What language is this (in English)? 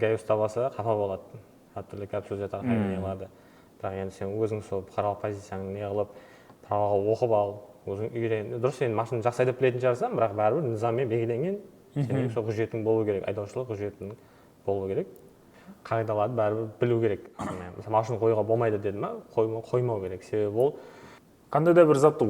Kara-Kalpak